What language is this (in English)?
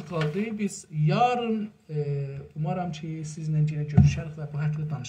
South Azerbaijani